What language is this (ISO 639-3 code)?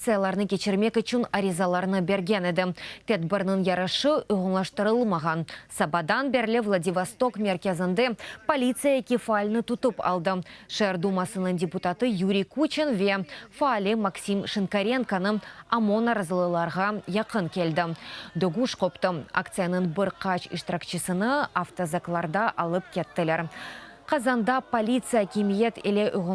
crh